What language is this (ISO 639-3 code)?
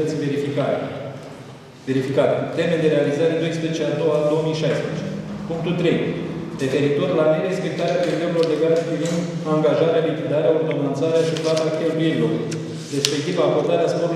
ron